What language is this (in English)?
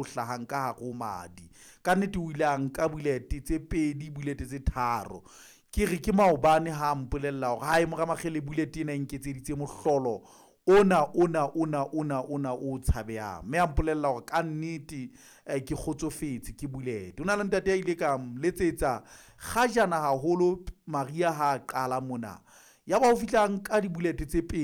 Southern Sotho